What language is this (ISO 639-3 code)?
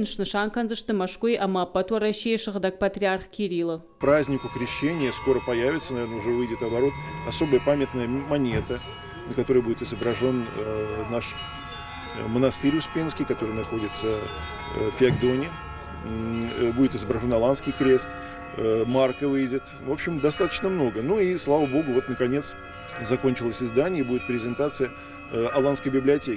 oss